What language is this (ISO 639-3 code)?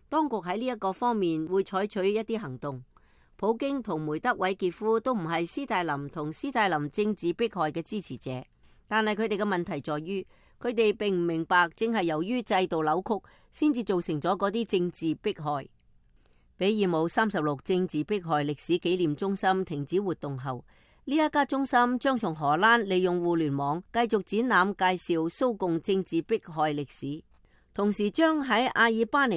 yue